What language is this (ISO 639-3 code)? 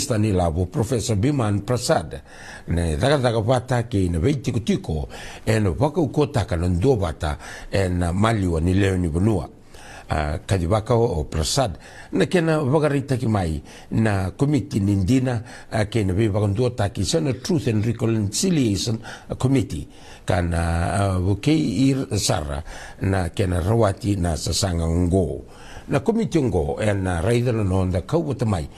fij